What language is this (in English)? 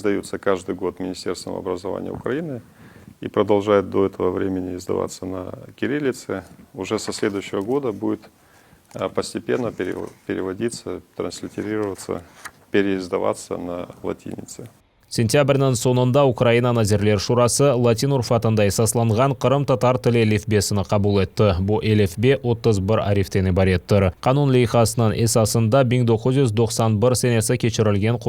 Crimean Tatar